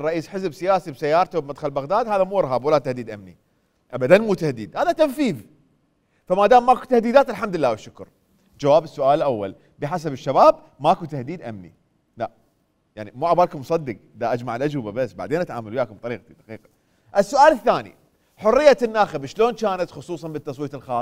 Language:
Mesopotamian Arabic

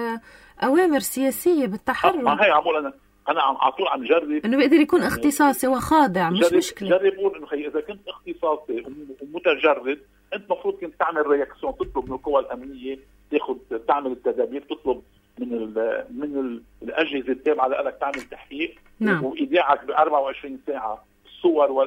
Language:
North Levantine Arabic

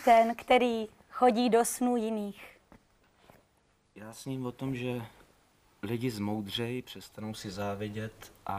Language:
Czech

